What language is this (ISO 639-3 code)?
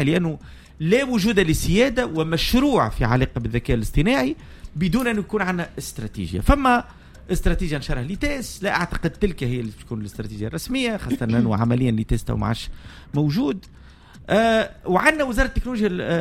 aeb